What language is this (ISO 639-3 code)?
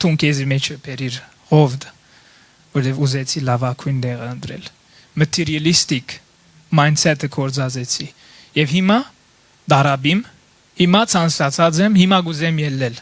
hyw